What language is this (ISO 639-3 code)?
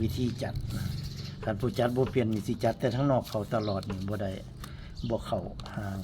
tts